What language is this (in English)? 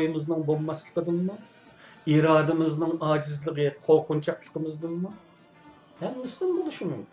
Uyghur